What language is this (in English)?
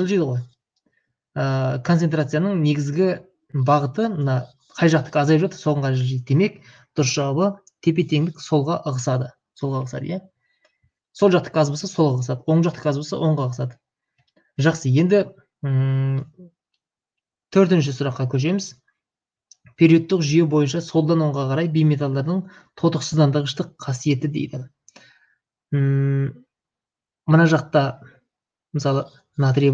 Kazakh